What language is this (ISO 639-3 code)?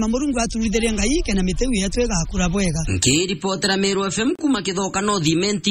mer